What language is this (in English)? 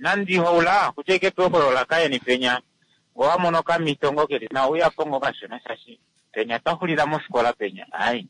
Kuanyama